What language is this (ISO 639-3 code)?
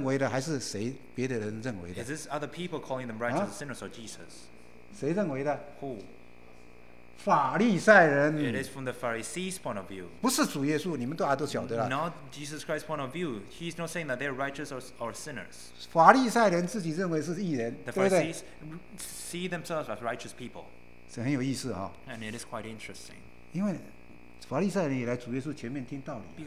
zho